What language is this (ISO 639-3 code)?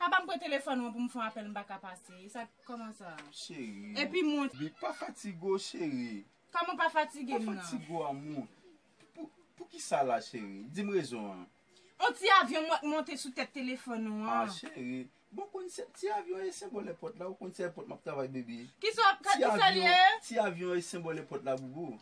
hat